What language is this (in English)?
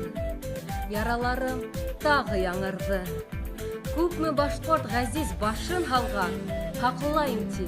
Bashkir